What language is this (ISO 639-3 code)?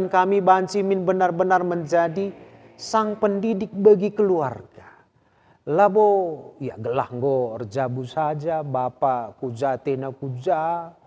btx